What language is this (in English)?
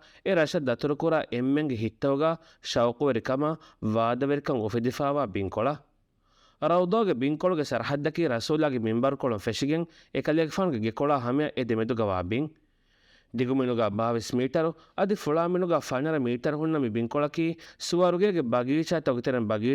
Divehi